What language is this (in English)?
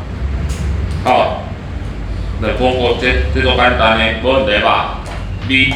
Min Nan Chinese